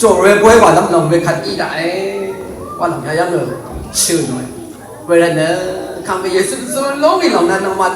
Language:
Rawang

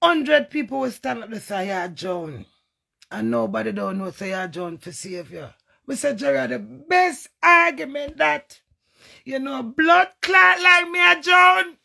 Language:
Jamaican Creole English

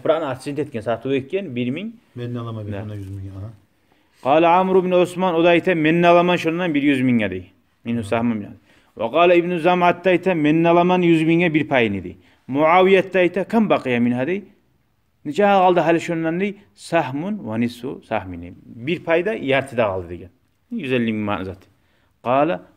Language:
Kumyk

